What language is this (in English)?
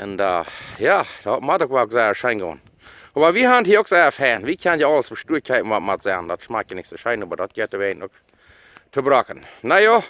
Plautdietsch